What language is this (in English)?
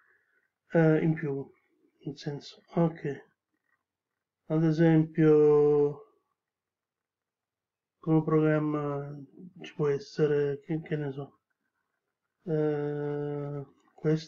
Italian